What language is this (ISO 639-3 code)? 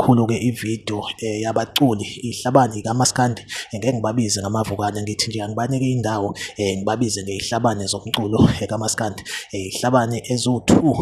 zul